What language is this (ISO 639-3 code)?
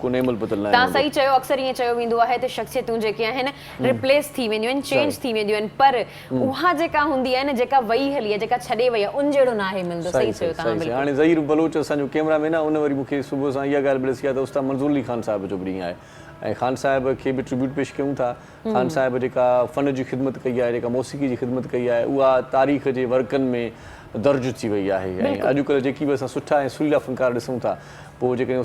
snd